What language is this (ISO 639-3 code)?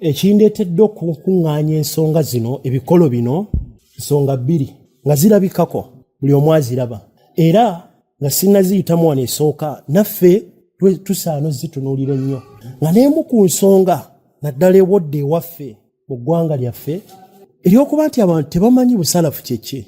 lug